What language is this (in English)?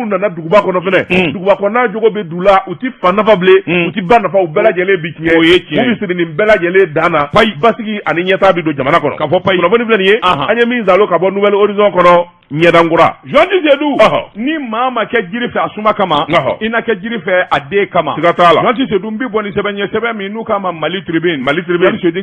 Bambara